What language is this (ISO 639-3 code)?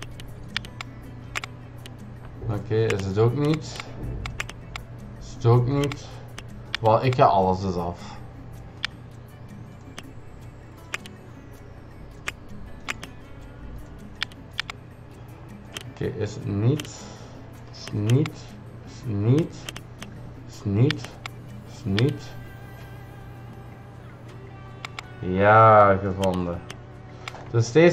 nld